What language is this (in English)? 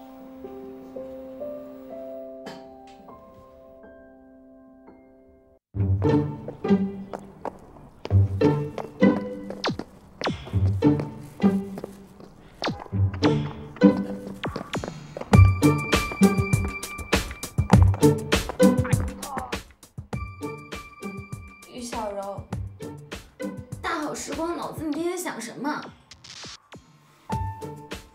Chinese